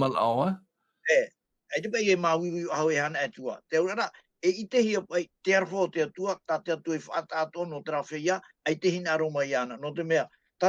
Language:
Tahitian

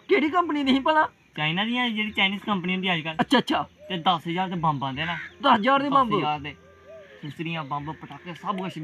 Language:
Dogri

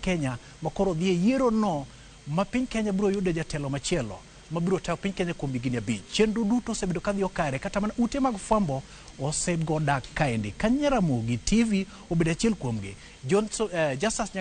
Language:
Luo (Kenya and Tanzania)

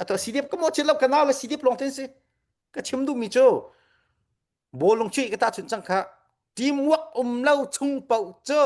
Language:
Hakha Chin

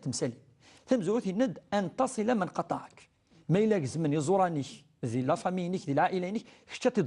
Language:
Kabyle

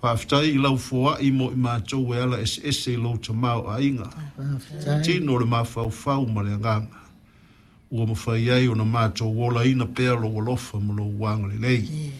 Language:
Samoan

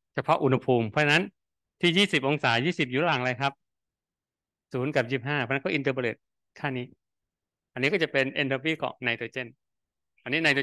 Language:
Thai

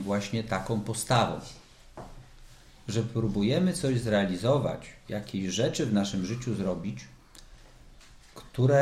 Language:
Polish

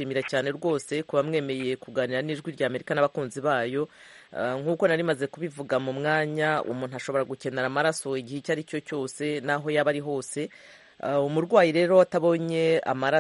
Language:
Kinyarwanda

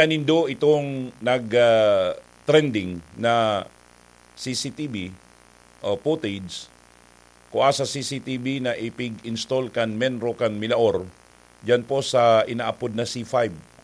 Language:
Bikol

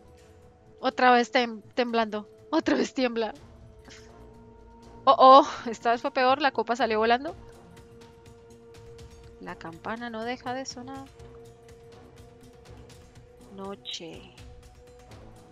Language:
Spanish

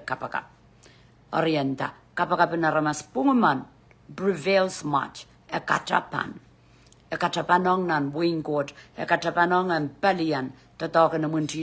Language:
Pohnpeian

